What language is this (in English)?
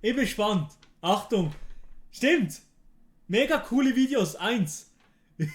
Swiss German